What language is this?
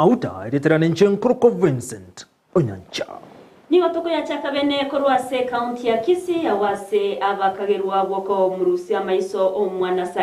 Gusii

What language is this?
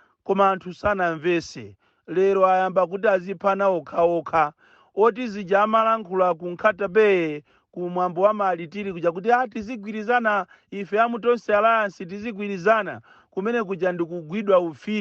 Nyanja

